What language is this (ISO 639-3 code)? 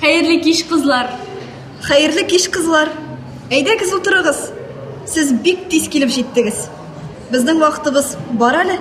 tat